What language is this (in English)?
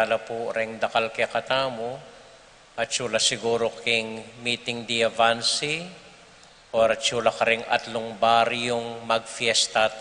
Pampanga